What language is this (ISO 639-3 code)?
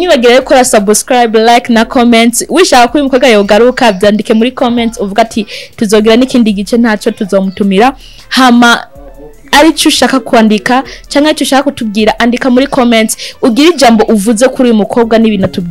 run